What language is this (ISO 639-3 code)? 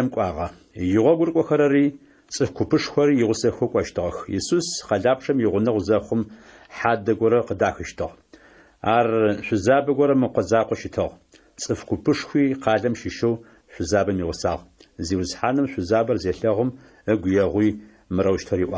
ady